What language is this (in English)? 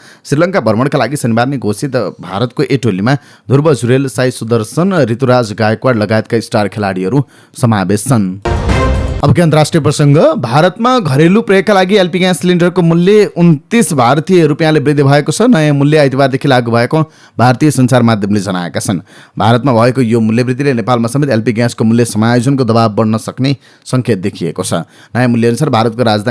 Nepali